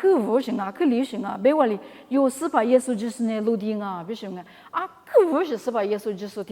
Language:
Lisu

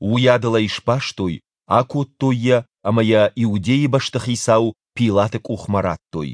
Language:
Ossetic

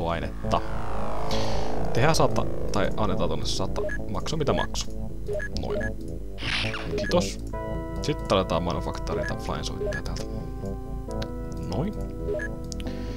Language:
Finnish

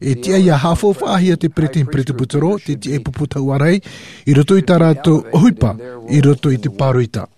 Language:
Tahitian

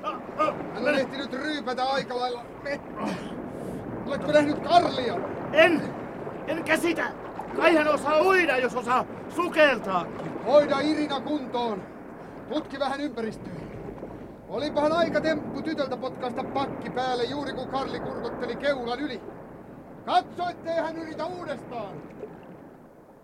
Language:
Finnish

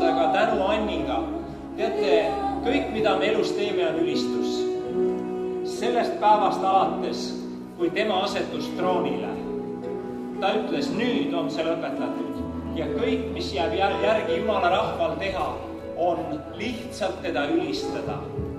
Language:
Estonian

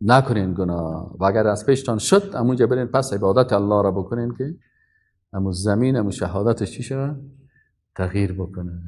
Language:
Persian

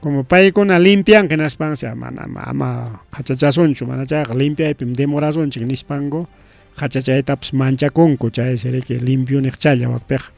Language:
Ayacucho Quechua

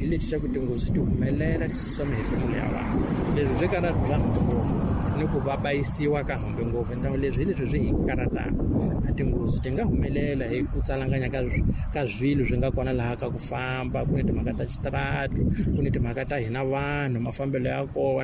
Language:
Tsonga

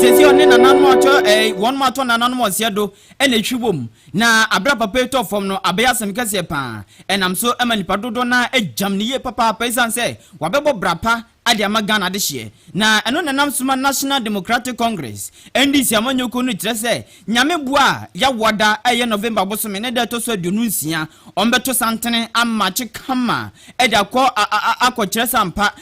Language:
Akan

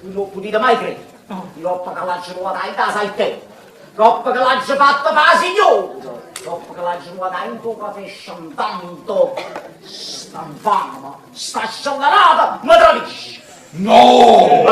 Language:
Neapolitan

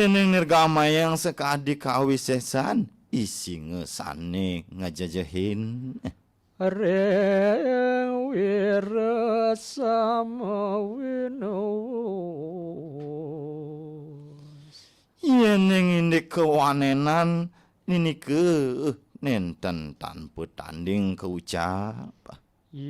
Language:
Balinese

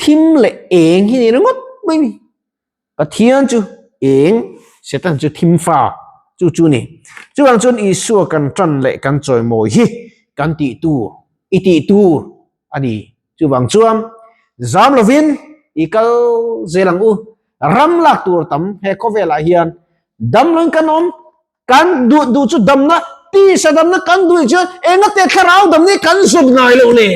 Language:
Mizo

